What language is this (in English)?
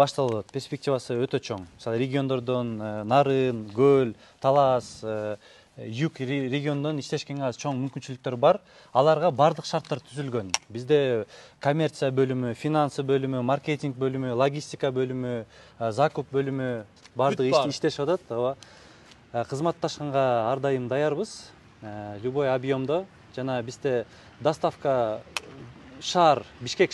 Kyrgyz